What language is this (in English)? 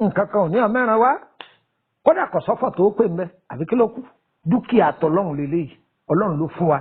Yoruba